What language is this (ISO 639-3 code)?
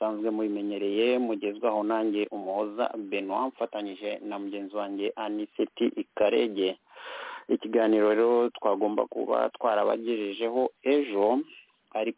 kin